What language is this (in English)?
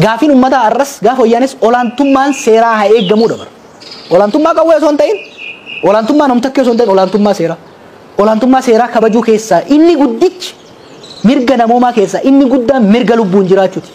Oromo